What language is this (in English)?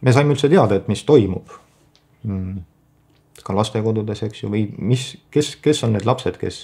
Estonian